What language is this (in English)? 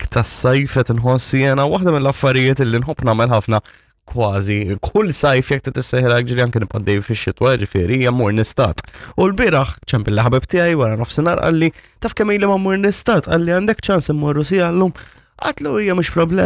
Maltese